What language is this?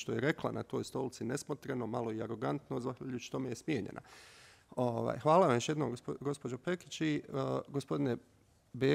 Bosnian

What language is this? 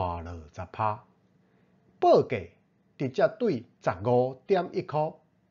Min Nan Chinese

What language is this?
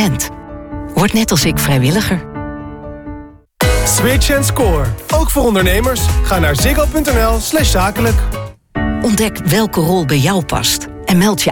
Dutch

